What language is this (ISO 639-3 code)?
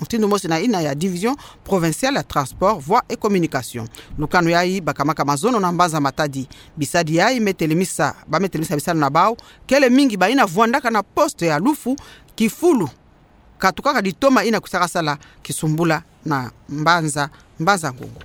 ktu